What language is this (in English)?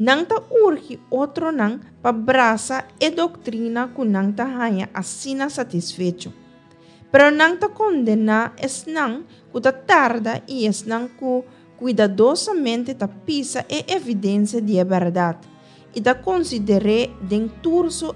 Papiamento